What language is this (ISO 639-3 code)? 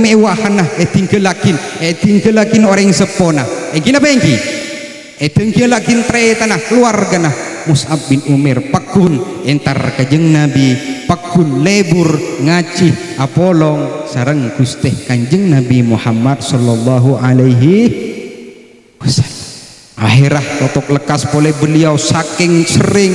mad